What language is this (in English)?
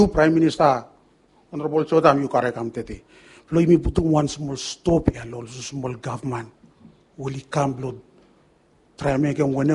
Bislama